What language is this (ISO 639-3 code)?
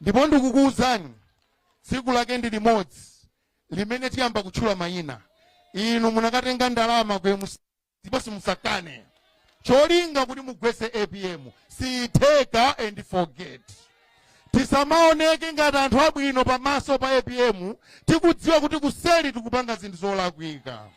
nya